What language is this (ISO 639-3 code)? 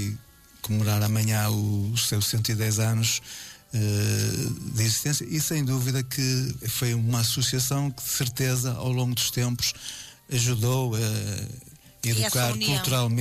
por